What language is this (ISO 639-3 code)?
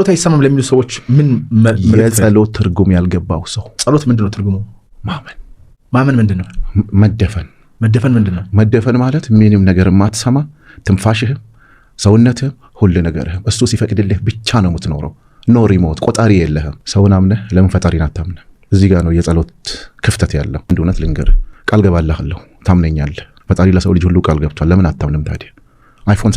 amh